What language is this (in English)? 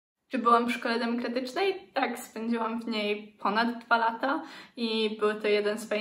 Polish